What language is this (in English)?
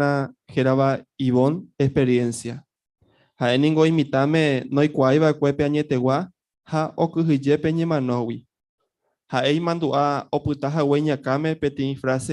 Guarani